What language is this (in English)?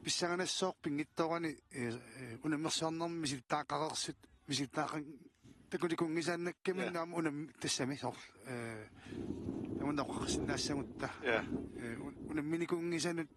Kalaallisut